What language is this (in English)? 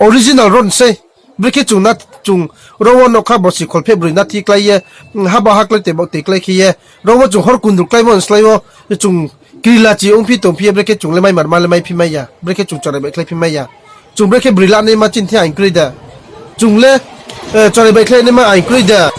Riang (India)